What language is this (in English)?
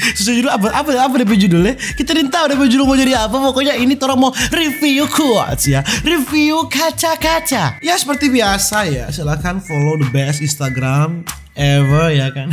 Manado Malay